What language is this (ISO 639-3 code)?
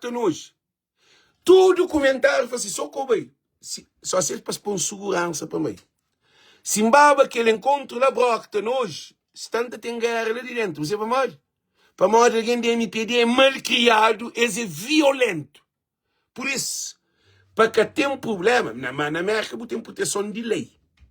kea